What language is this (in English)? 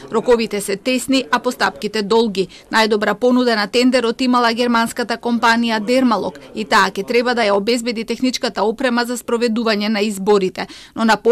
Macedonian